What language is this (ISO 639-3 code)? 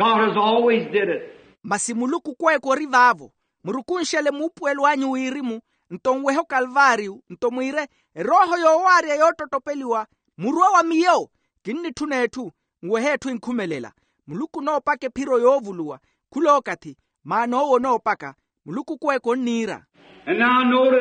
vmw